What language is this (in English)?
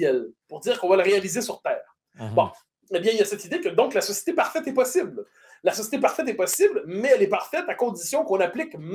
French